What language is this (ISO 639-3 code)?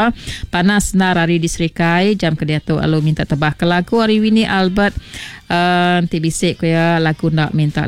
iba